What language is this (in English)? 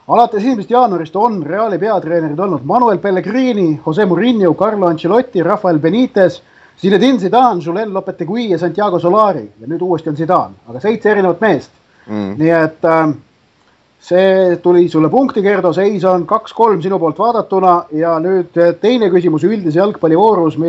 Estonian